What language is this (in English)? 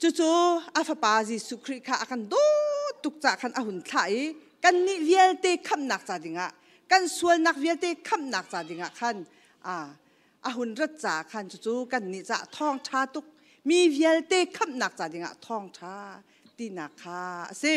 Hakha Chin